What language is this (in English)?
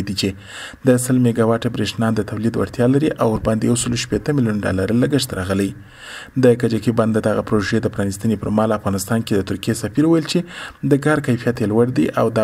Pashto